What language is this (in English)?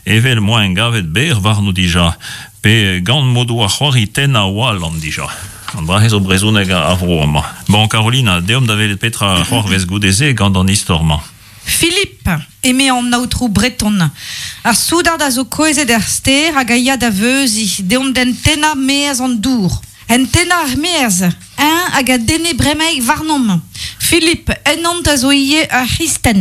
Breton